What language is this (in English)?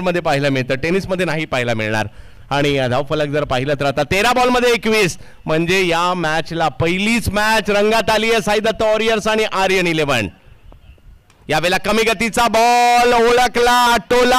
Marathi